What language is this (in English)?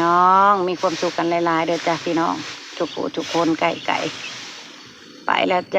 Northeastern Thai